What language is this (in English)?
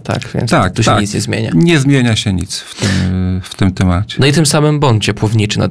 Polish